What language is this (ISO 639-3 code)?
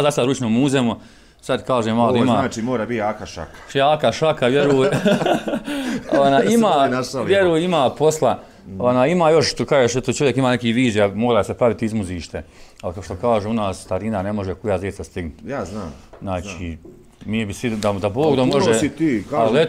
bos